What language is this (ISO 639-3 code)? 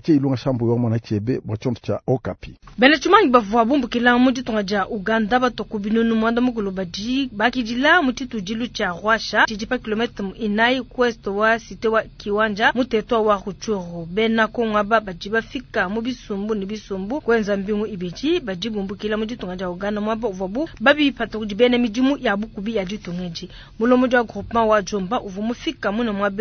lua